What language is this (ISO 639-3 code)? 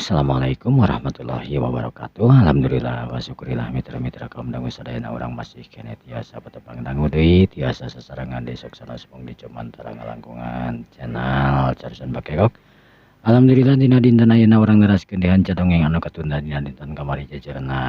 sun